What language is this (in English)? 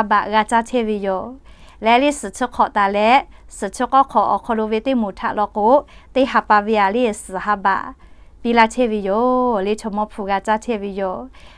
Lahu